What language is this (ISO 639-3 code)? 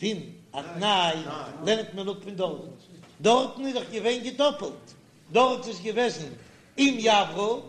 yid